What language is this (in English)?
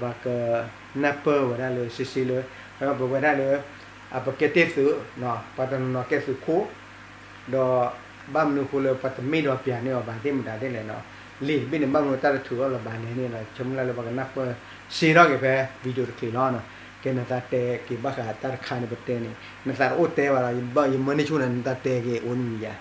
S'gaw Karen